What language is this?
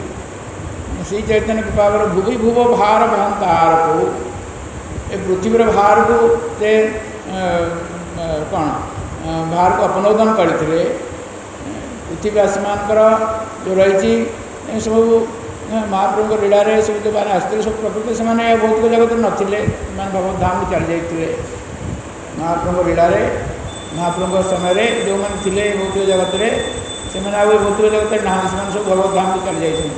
Odia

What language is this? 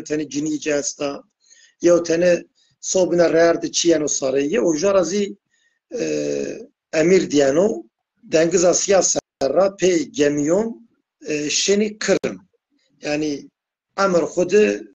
Zaza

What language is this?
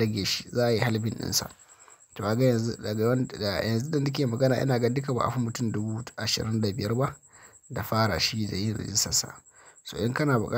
Hausa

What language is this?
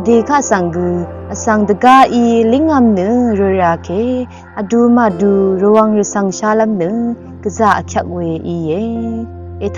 Rawang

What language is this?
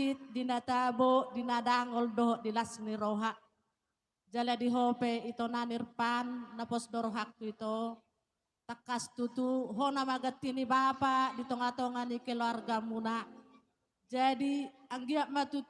Batak Toba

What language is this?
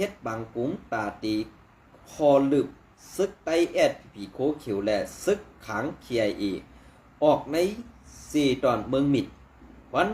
Shan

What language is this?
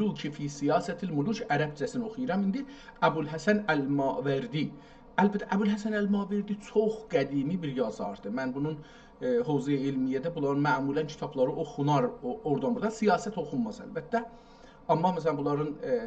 South Azerbaijani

